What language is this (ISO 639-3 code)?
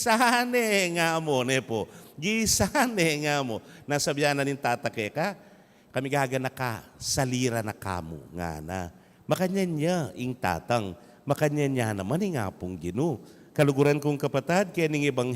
pam